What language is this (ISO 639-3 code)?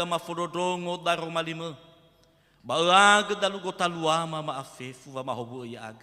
nia